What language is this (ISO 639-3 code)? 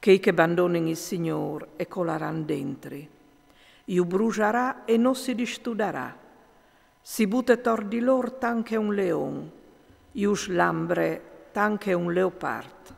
fur